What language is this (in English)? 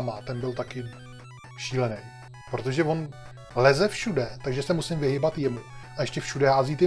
Czech